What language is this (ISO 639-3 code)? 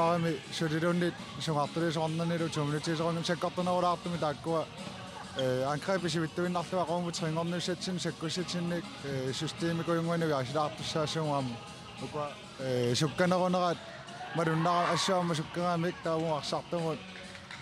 kal